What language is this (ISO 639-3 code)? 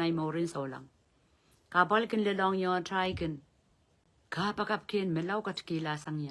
pon